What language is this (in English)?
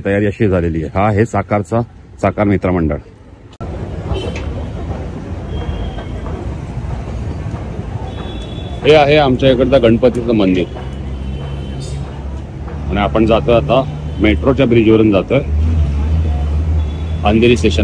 Marathi